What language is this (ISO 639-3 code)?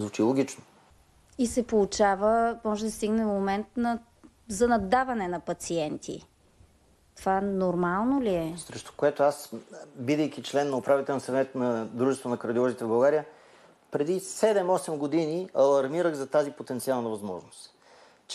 bul